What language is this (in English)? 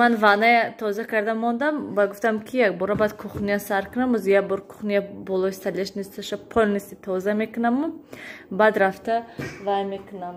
Tajik